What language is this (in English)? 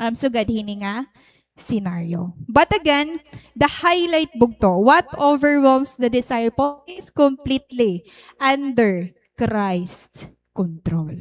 Waray